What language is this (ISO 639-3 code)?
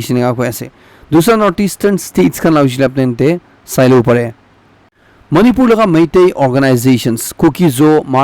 nag